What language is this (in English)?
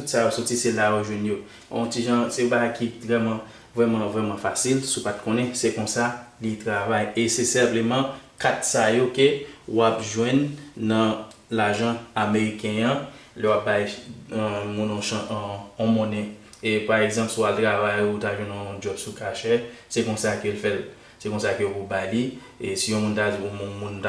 Haitian Creole